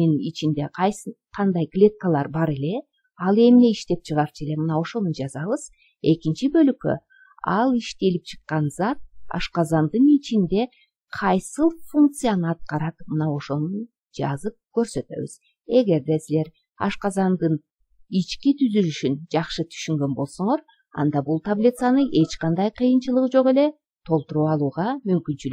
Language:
Kyrgyz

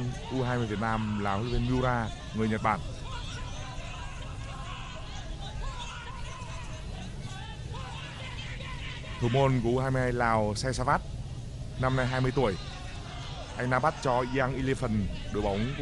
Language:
Vietnamese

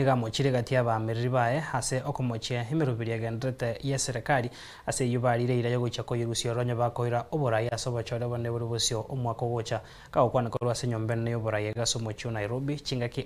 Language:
Gusii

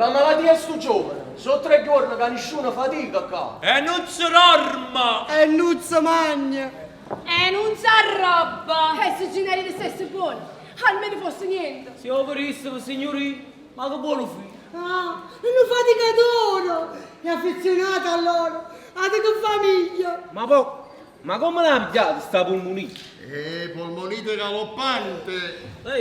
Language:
Neapolitan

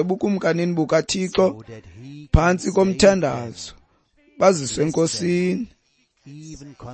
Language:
Xhosa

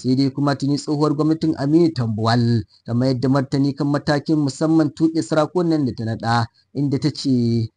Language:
Hausa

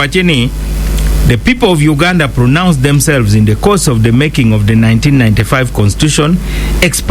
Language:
Acoli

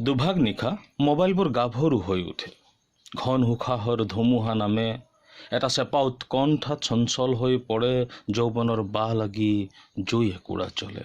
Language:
Assamese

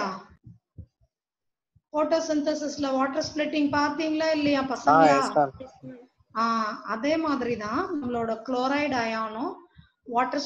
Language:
Tamil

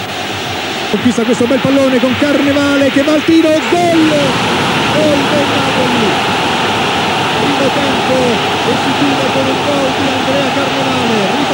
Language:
Italian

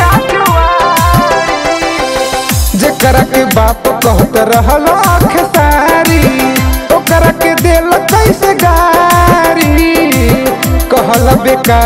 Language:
Bhojpuri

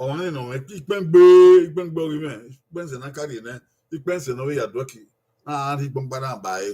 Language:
Bini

